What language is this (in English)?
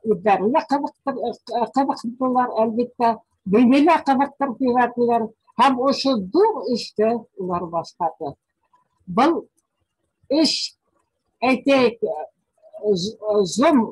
Bashkir